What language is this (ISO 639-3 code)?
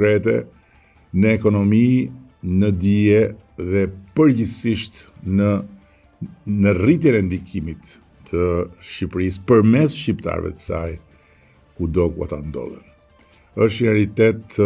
sqi